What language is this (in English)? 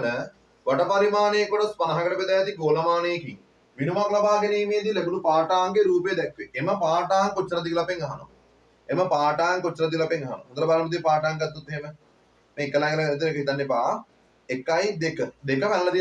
Sinhala